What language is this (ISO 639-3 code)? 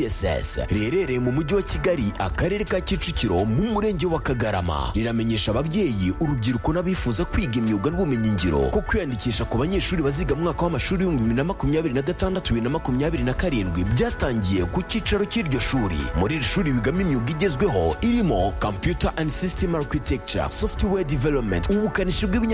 kin